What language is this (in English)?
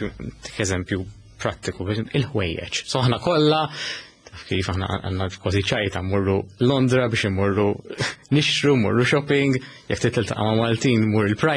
Maltese